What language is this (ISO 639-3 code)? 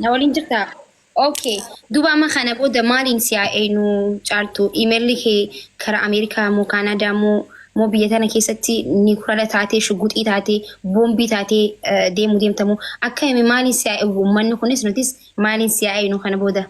orm